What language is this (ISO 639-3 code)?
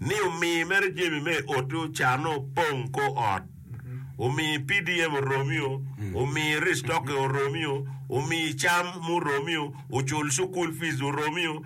ach